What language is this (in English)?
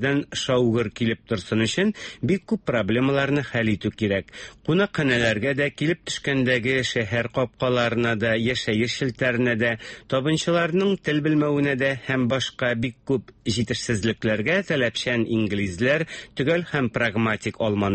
Tatar